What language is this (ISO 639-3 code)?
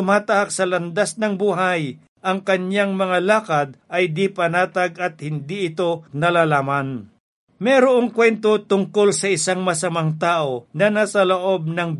fil